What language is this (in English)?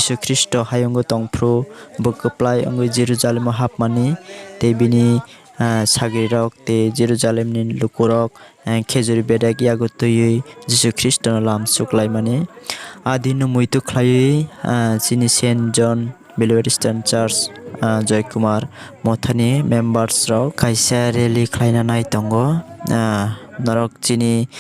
Kok Borok